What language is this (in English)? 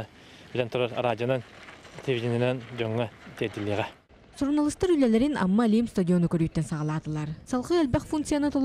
Yakut